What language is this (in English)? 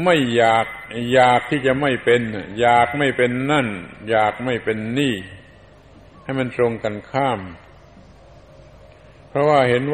Thai